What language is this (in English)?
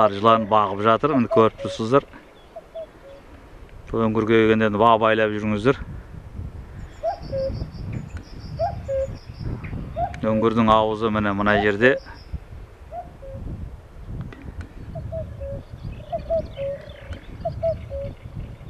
Kazakh